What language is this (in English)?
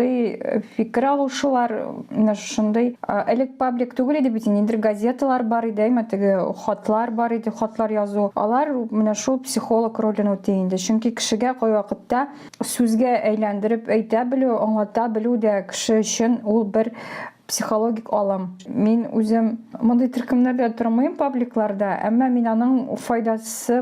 Tatar